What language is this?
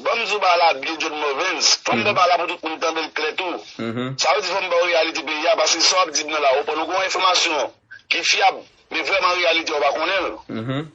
Haitian Creole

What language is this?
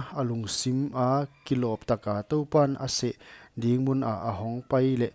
Paite Chin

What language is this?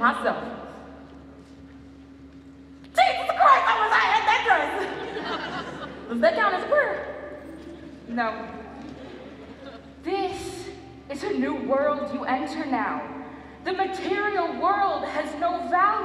English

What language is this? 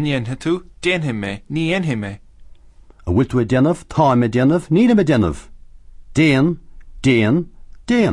Irish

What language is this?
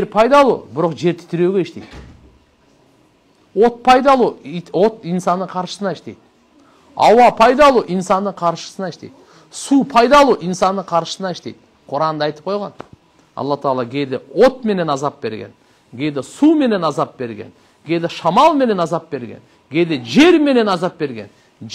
Kyrgyz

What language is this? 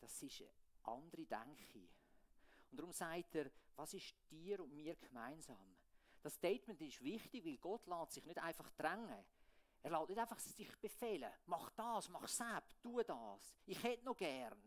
Swiss German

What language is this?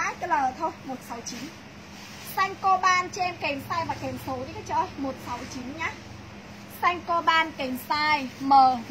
Vietnamese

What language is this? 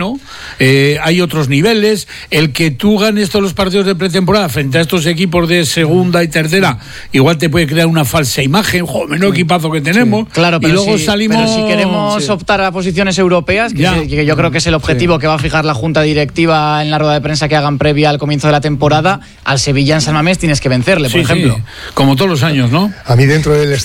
Spanish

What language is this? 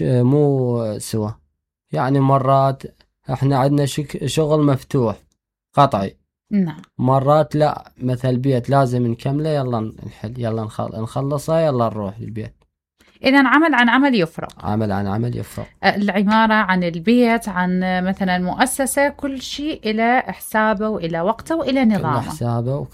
Mesopotamian Arabic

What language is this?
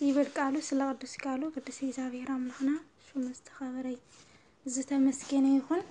Tigrinya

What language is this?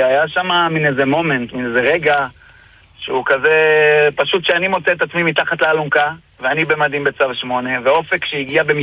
Hebrew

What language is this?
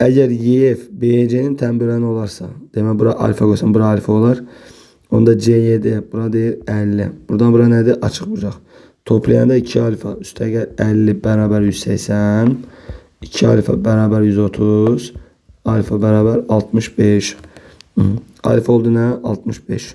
Azerbaijani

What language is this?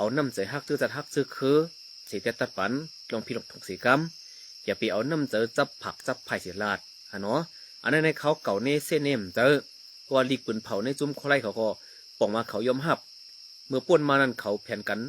Shan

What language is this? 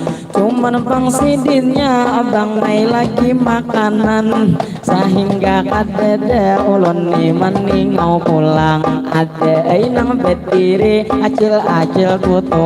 Banjar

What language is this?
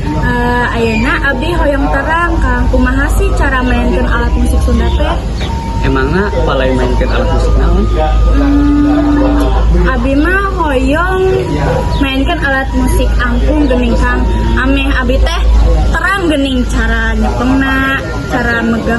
Sundanese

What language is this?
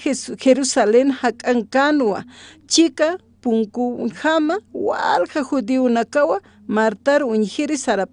Aymara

